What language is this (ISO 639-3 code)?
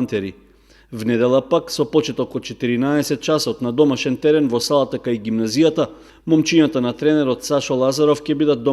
mkd